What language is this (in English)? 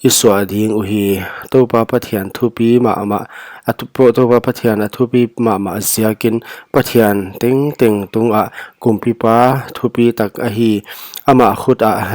Paite Chin